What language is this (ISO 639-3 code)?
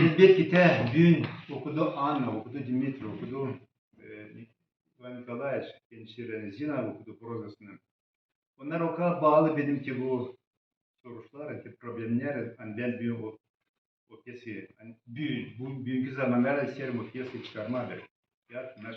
gag